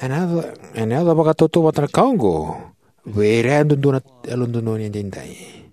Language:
Fijian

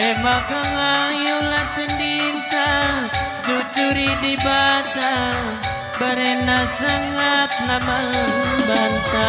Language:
Batak Karo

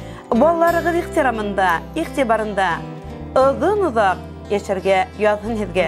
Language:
Bashkir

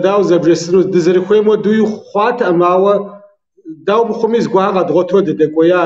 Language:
Kabardian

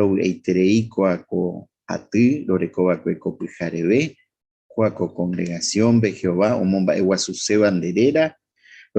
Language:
Guarani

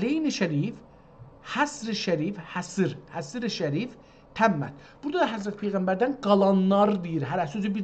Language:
South Azerbaijani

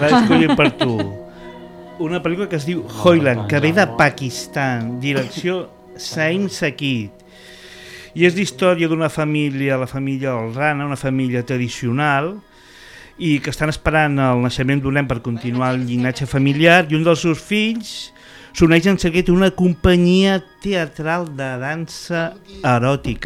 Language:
Catalan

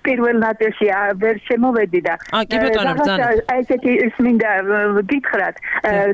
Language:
Georgian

